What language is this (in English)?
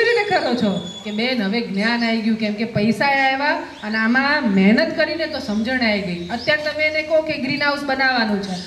Gujarati